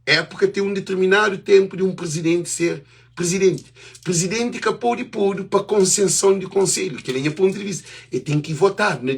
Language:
Kabuverdianu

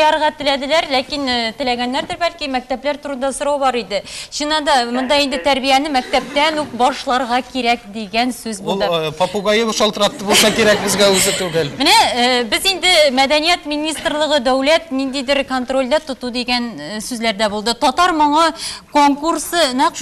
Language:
Tatar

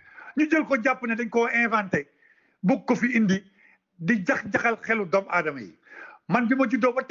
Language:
Wolof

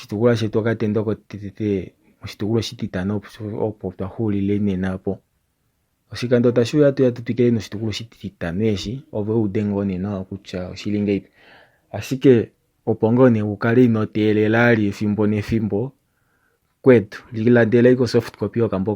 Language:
Kuanyama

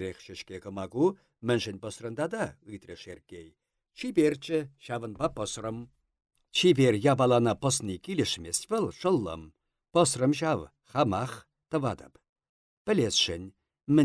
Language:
Chuvash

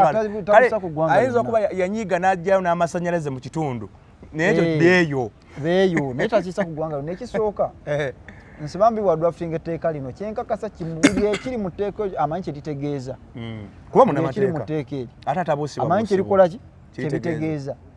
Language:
Ganda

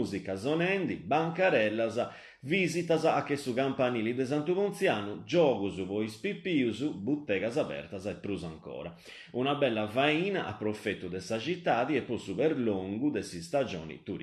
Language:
Sardinian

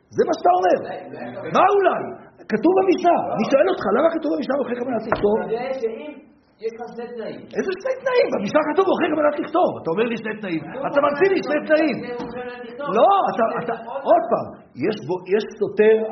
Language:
Hebrew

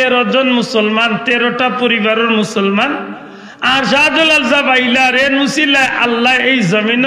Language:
Sylheti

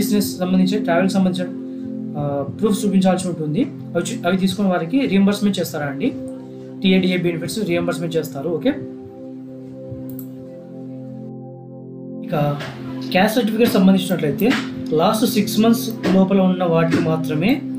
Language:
Telugu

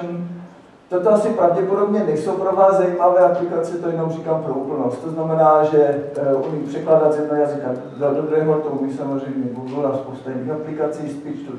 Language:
Czech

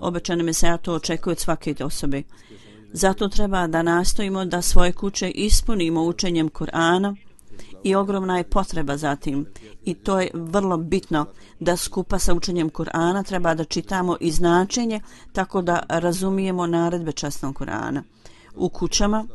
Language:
Bosnian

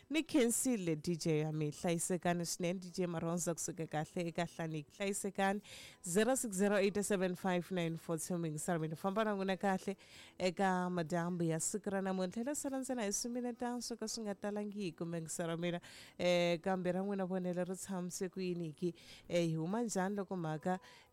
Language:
Tsonga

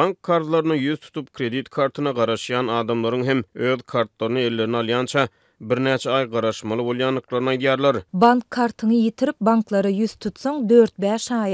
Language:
Turkmen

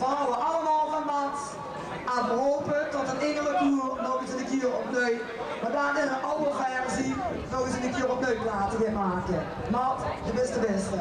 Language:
Limburgish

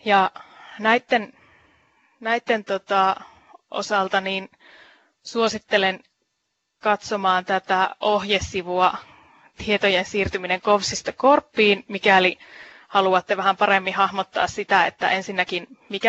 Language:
Finnish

